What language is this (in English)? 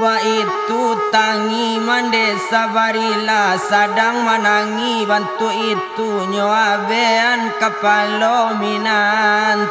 Minangkabau